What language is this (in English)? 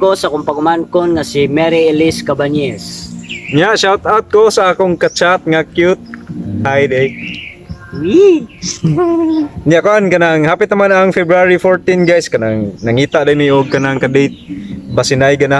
Cebuano